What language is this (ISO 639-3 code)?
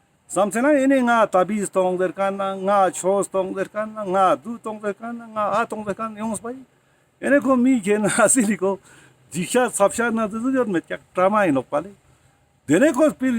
lbj